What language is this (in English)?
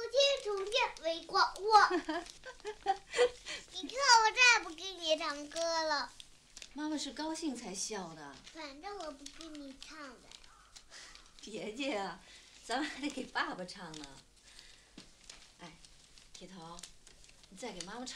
Chinese